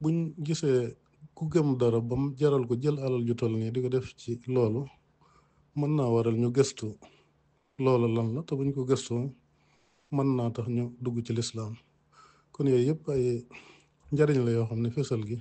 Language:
Wolof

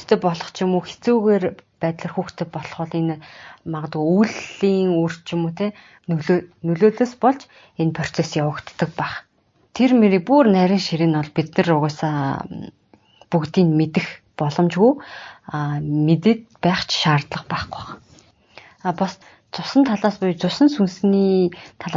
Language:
Mongolian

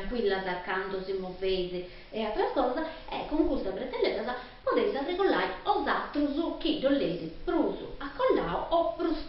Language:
Sardinian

